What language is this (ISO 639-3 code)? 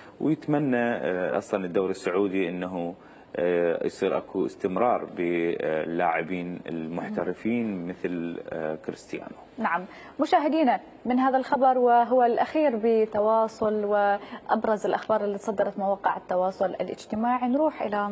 acm